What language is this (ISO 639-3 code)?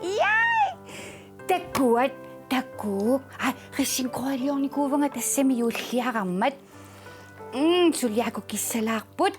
kal